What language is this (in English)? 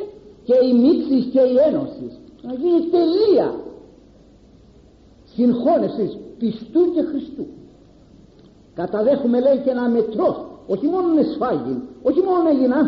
Greek